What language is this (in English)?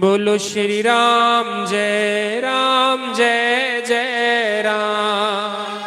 Dogri